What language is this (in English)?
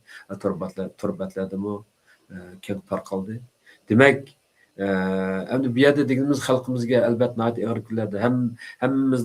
Uyghur